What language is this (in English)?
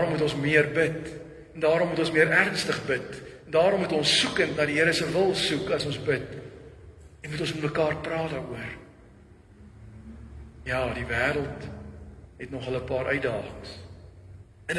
Afrikaans